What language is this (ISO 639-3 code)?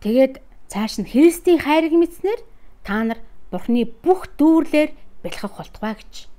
mon